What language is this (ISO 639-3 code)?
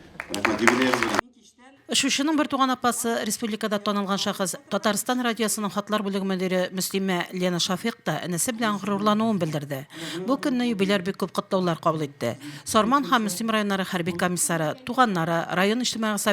tat